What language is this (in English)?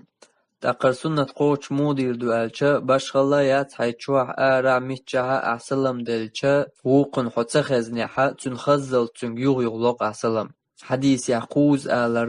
Chechen